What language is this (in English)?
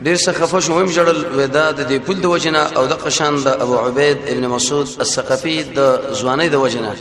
Pashto